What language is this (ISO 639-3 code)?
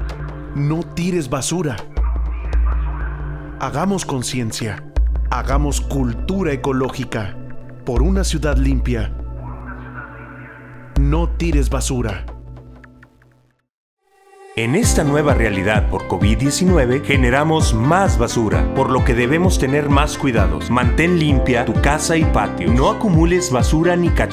spa